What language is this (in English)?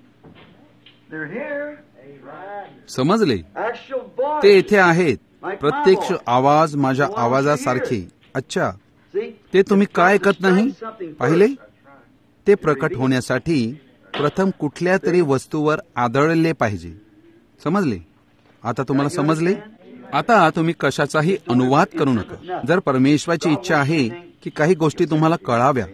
Marathi